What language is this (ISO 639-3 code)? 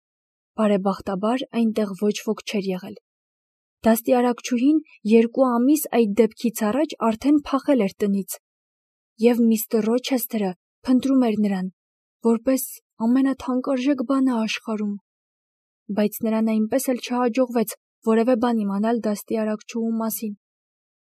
hye